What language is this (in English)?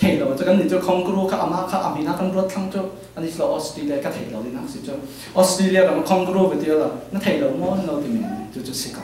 Falam Chin